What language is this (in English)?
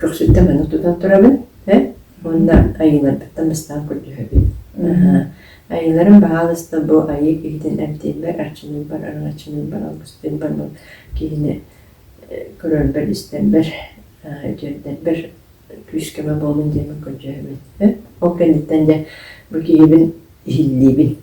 Yakut